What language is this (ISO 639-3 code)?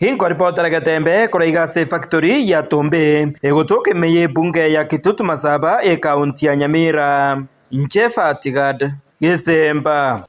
guz